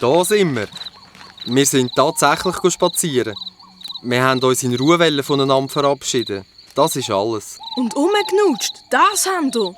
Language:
Swiss German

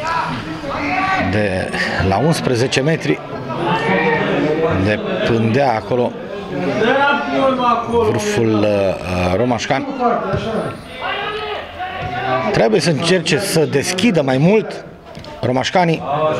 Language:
Romanian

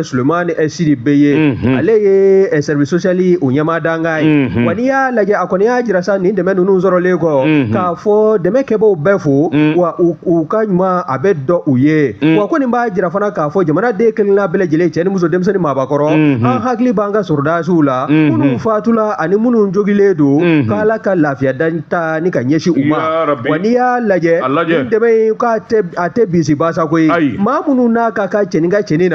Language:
Bambara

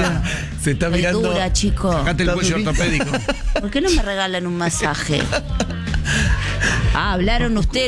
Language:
Spanish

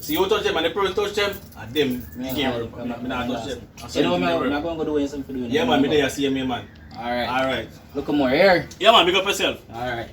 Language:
Jamaican Creole English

